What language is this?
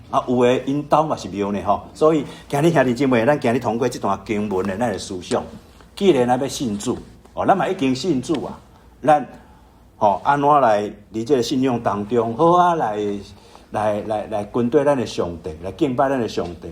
Min Nan Chinese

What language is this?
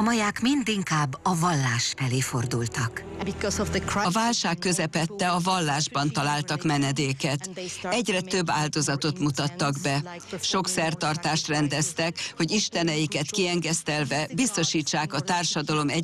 Hungarian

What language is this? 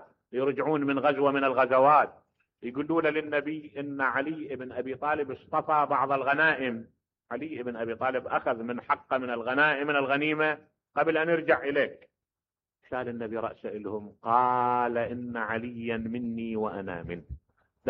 Mesopotamian Arabic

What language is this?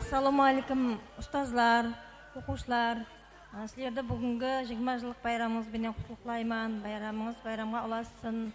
Kara-Kalpak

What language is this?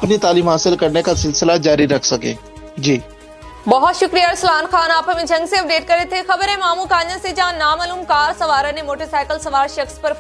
Urdu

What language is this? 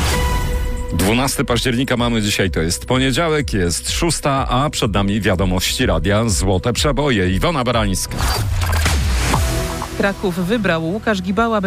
Polish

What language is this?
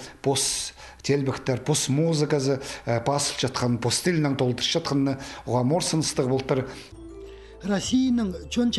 Khakas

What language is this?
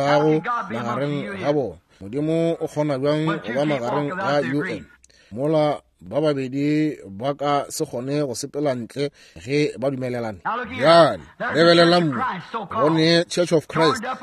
Northern Sotho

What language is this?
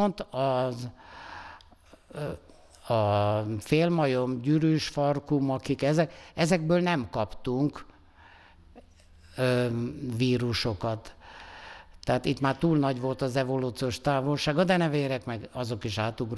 Hungarian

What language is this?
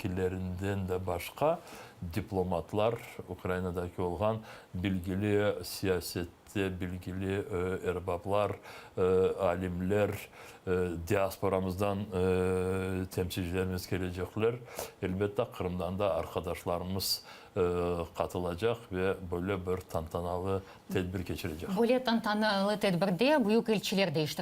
Crimean Tatar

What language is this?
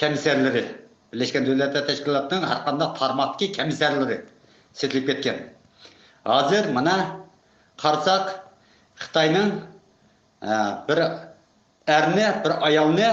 Uyghur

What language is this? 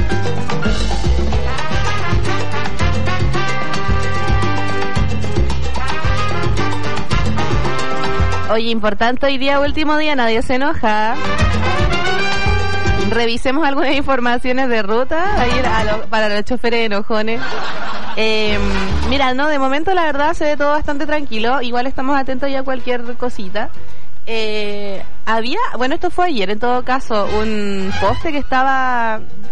Spanish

